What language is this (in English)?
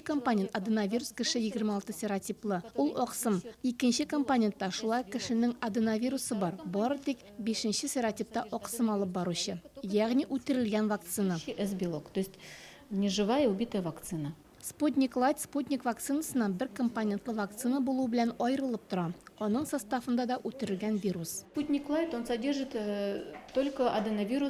Tatar